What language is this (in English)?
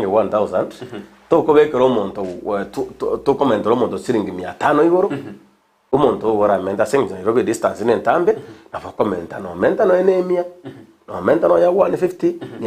Gusii